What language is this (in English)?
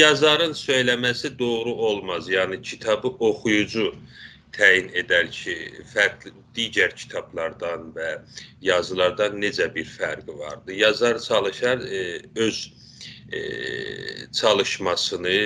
South Azerbaijani